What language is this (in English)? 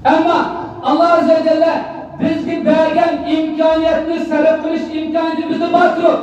Uyghur